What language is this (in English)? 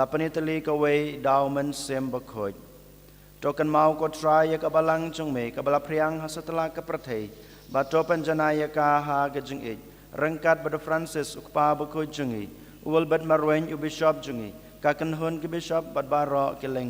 Khasi